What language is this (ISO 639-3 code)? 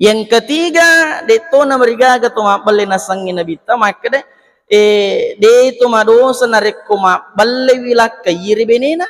bug